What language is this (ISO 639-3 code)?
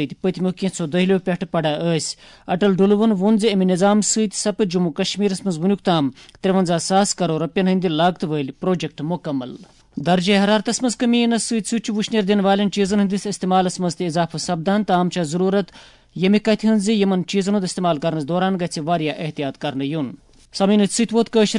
kas